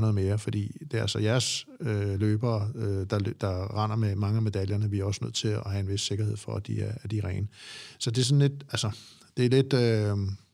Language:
Danish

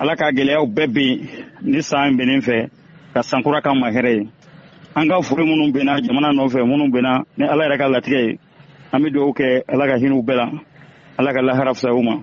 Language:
Bambara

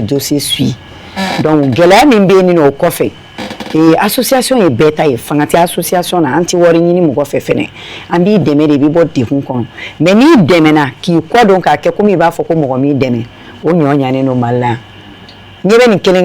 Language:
Bambara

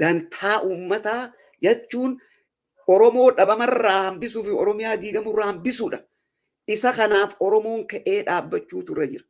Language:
Oromo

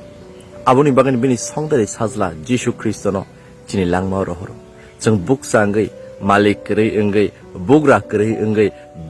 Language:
Riang (India)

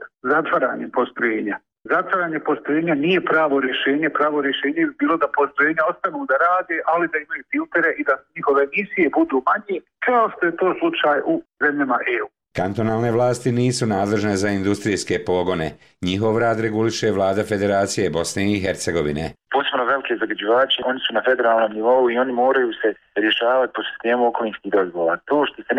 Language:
Bosnian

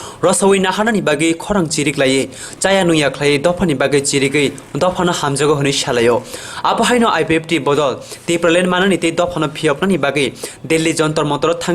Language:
Kok Borok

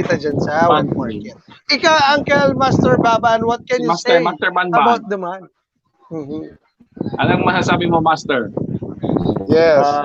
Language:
Bikol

